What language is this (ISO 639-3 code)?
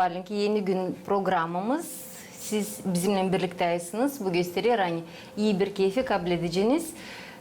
gag